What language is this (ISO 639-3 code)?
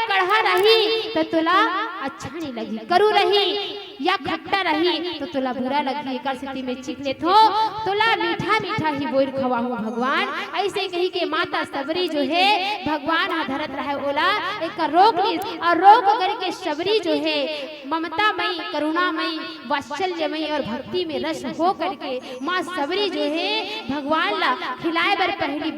hne